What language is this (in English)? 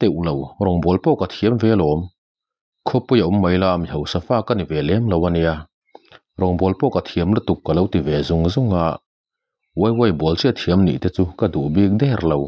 Mizo